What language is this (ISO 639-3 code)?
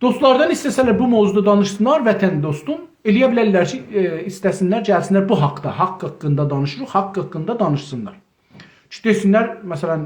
azb